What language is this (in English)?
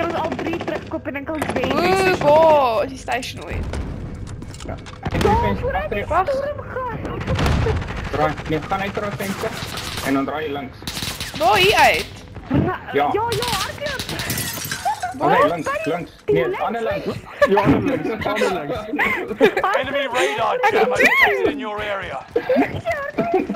Afrikaans